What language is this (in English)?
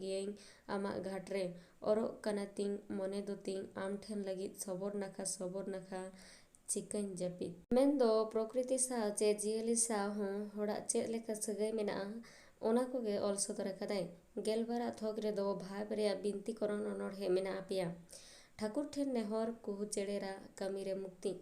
Santali